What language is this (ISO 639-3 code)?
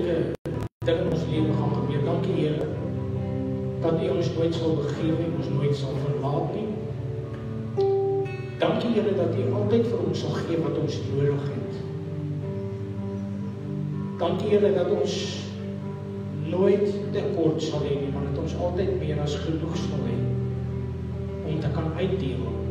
afr